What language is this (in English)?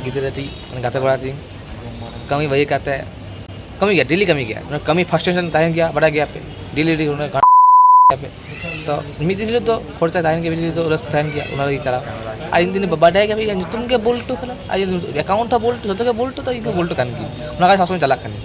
Santali